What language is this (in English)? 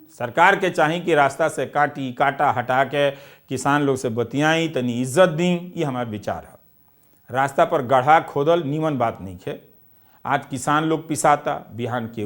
Bhojpuri